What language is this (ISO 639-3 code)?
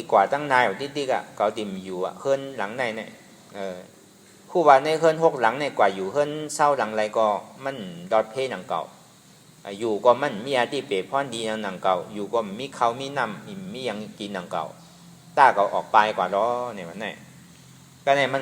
shn